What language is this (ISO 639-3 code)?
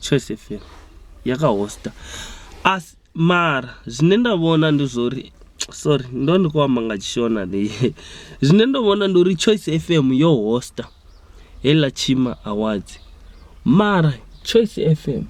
ven